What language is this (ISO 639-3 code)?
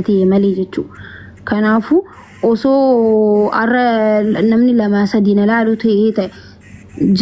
orm